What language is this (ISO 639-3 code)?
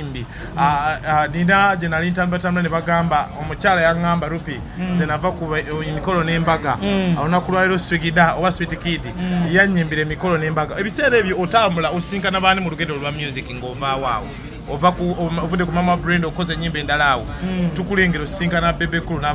lug